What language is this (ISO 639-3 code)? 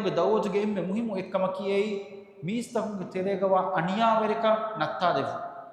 div